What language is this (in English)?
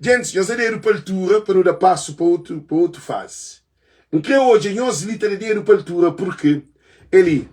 Kabuverdianu